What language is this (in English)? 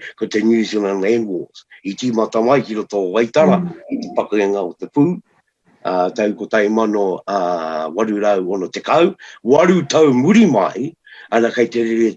Māori